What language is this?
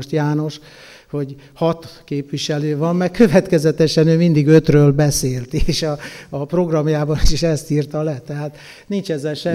Hungarian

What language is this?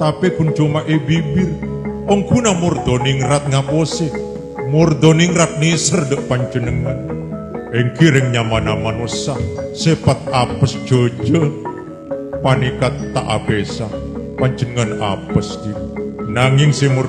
Madurese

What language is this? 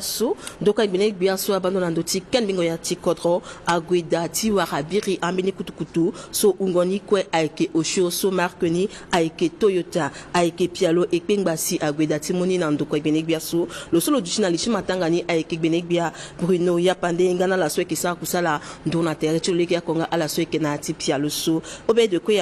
Sango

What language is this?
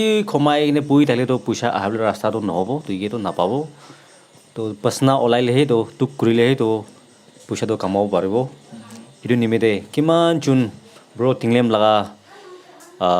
Naga Pidgin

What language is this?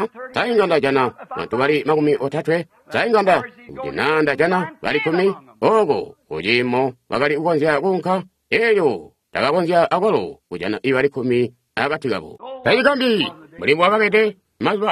Tonga (Zambia)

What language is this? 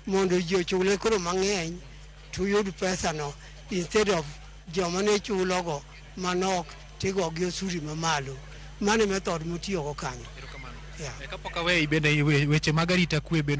Luo (Kenya and Tanzania)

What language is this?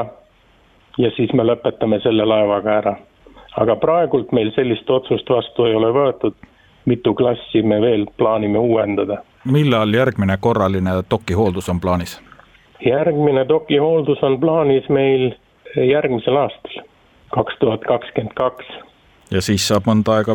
Estonian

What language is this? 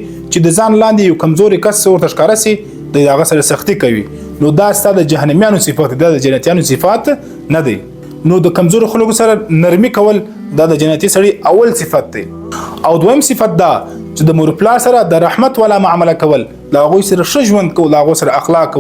Pashto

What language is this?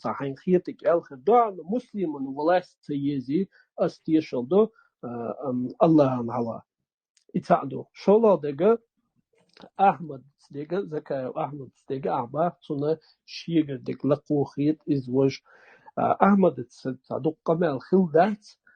Chechen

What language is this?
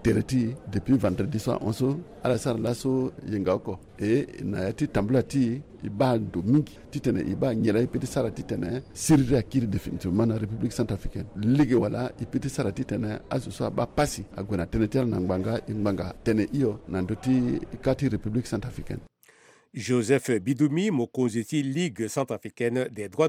Sango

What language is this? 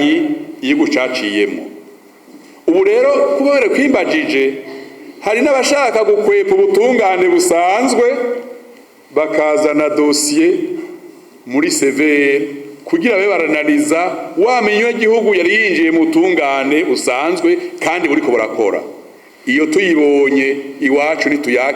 Rundi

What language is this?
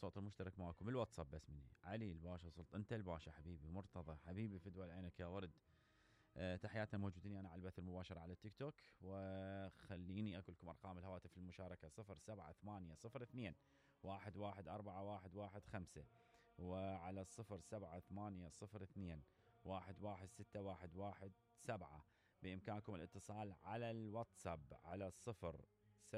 Mesopotamian Arabic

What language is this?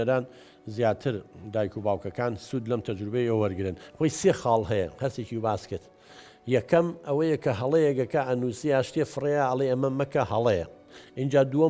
Central Kurdish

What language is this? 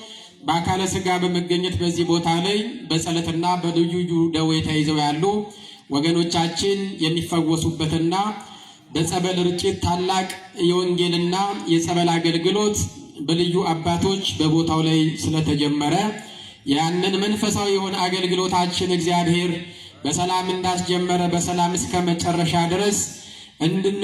Amharic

